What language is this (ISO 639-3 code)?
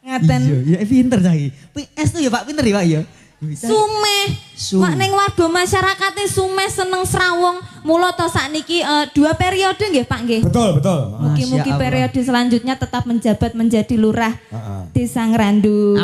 jav